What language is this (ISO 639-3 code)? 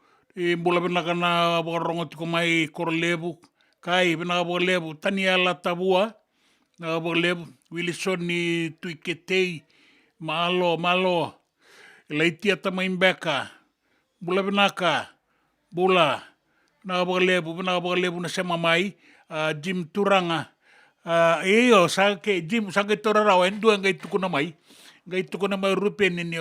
fij